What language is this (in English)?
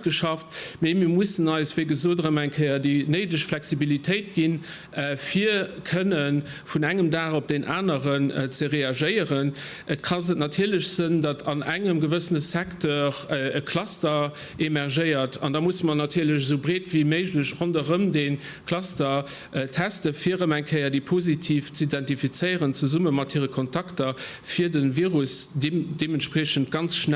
Luxembourgish